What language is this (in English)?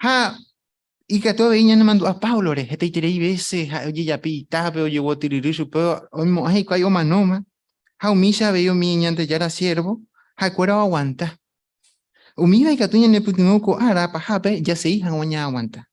Guarani